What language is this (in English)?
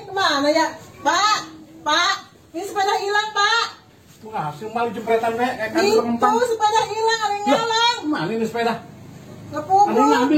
Betawi